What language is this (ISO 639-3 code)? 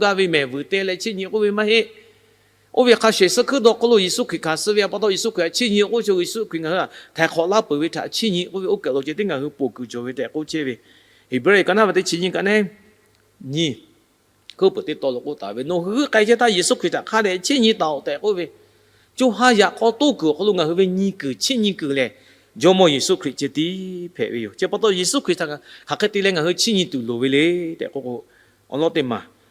lhu